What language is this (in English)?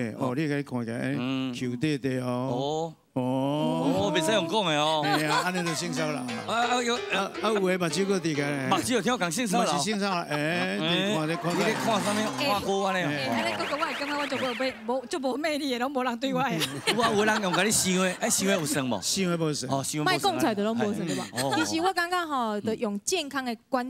Min Nan Chinese